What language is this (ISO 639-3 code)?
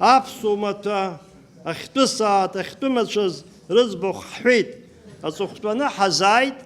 abk